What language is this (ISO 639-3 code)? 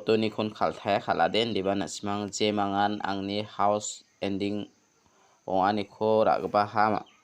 grt